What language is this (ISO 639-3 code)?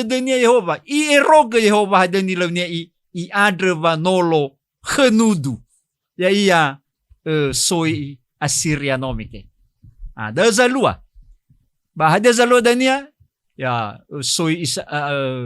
nia